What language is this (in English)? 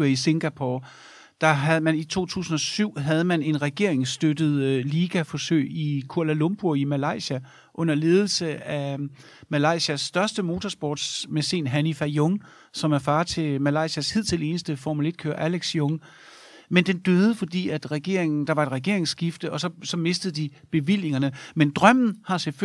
Danish